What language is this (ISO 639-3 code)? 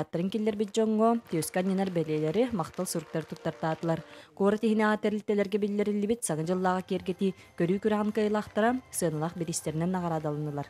sah